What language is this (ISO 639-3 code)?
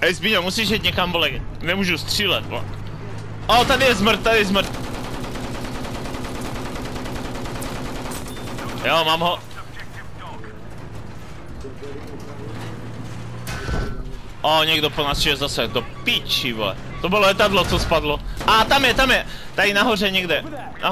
ces